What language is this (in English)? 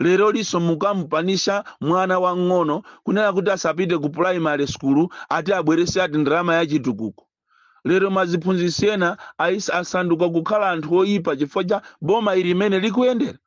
Nyanja